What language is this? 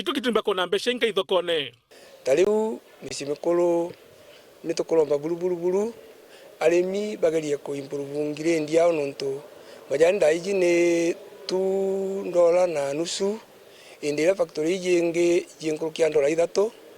Meru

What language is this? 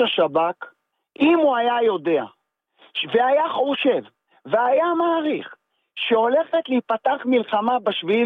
Hebrew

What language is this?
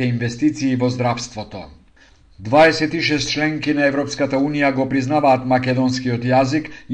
Macedonian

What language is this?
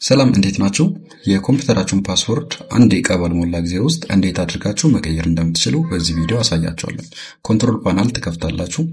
Amharic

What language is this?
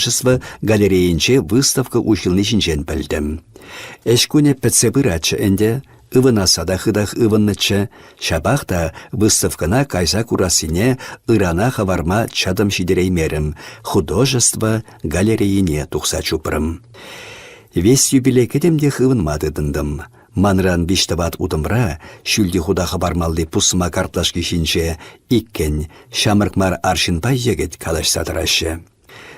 Chuvash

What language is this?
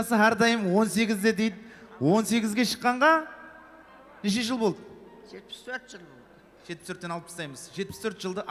Kara-Kalpak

